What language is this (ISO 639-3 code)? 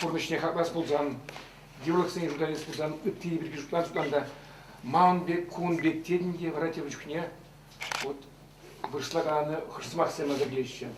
chv